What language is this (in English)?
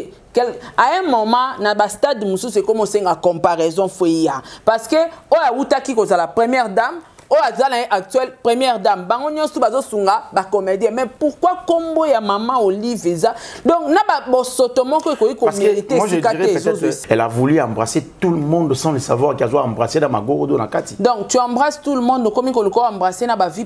Lingala